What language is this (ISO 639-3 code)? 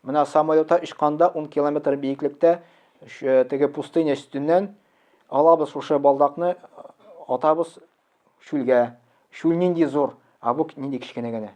tat